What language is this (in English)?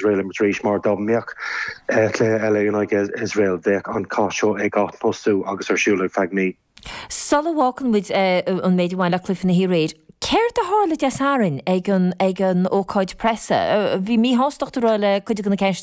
Irish